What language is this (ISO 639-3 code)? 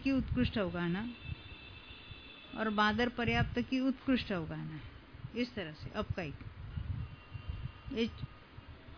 hin